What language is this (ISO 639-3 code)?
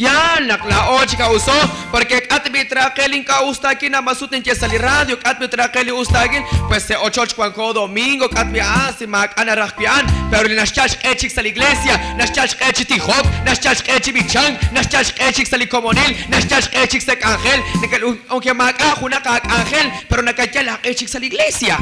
kek